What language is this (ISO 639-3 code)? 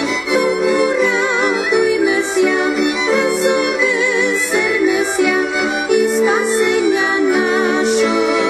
ukr